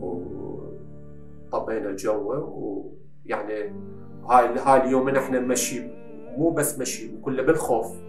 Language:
Mesopotamian Arabic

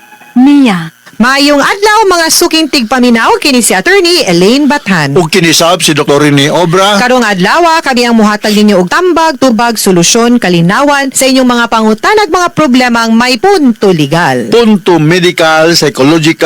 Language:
Cebuano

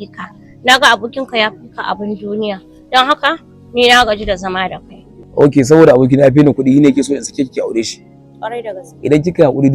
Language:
Hausa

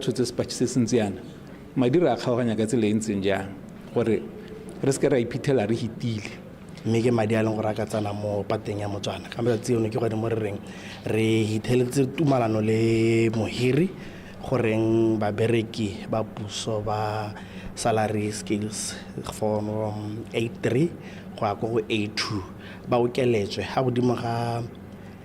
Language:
Tswana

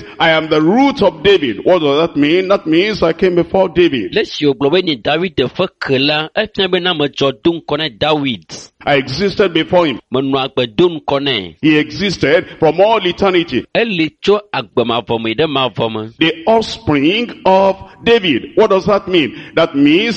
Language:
Ewe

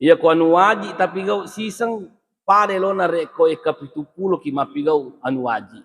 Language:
Buginese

